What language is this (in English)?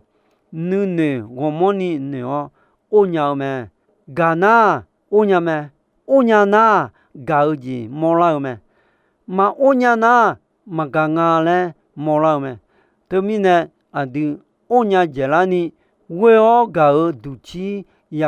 Akha